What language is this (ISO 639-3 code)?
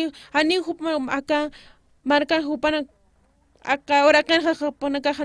aym